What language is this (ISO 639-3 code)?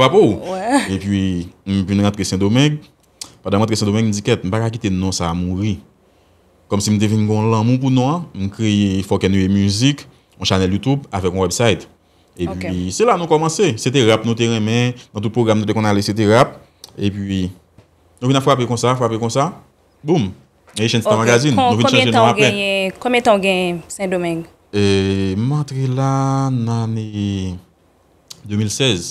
hat